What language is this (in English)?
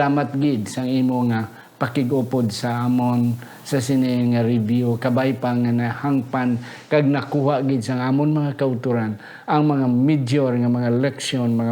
Hiligaynon